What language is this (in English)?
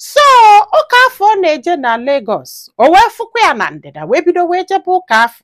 Igbo